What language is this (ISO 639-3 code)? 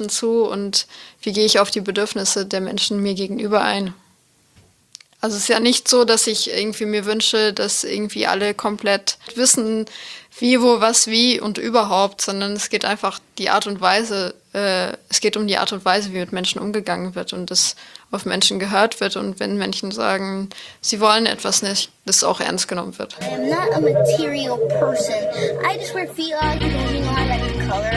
deu